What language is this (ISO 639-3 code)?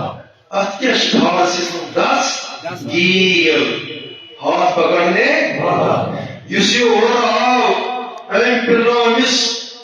kas